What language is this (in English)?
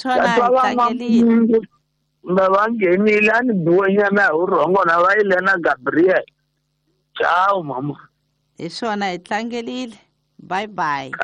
Tsonga